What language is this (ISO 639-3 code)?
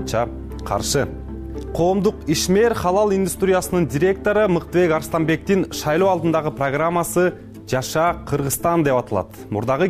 kir